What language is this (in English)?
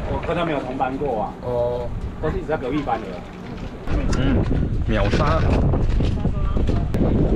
Chinese